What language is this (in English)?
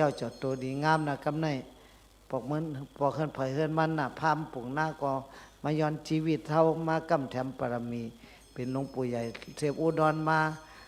Shan